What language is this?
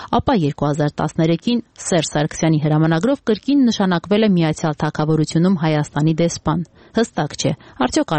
Armenian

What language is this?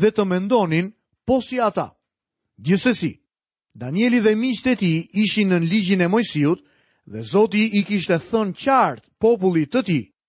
Albanian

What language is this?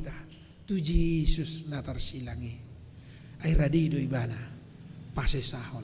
Batak Toba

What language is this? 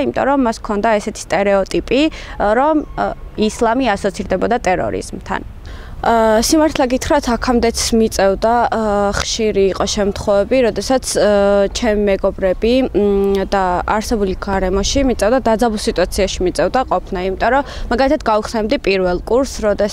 Georgian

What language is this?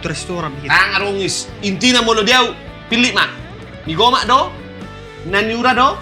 Batak Toba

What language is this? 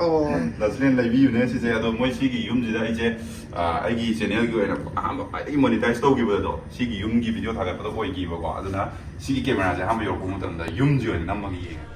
Manipuri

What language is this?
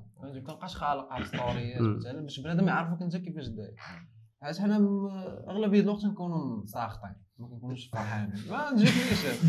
Moroccan Arabic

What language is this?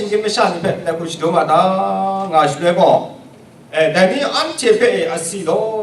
Kachin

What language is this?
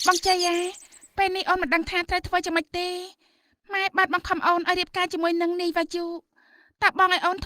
Khmer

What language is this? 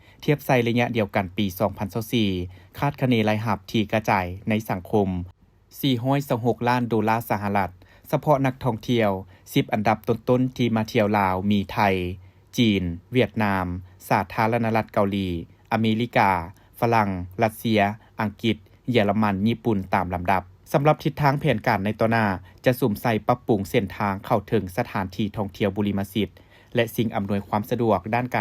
Lao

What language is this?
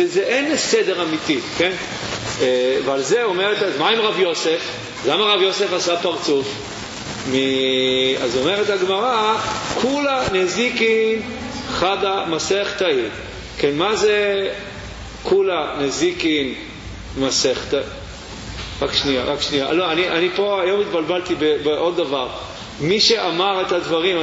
Hebrew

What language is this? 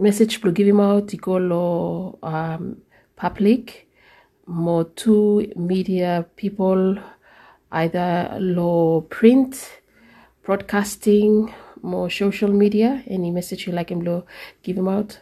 Bislama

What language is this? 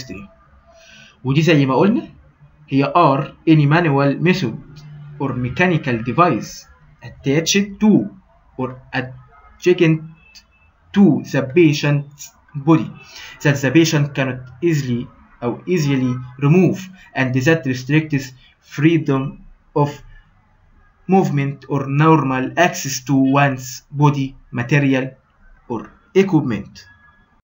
Egyptian Arabic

